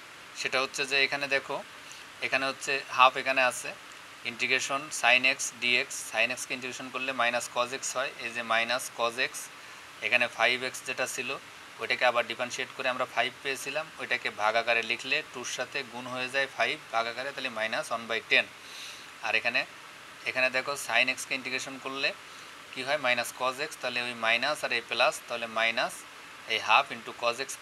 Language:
Bangla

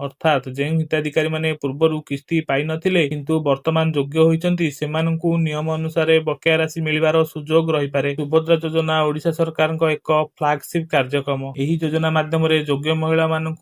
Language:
Odia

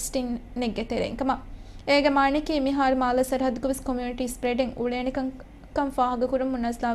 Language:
Divehi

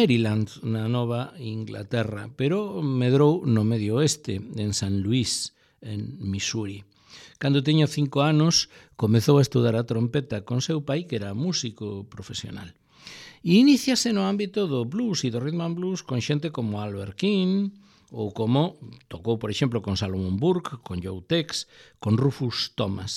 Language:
Galician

